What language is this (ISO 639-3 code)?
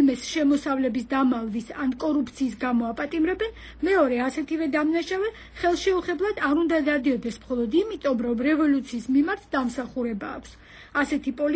kat